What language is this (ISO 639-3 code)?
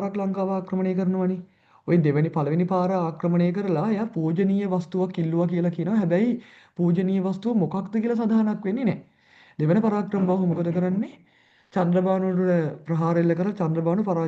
sin